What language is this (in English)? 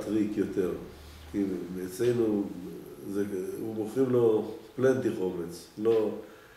Hebrew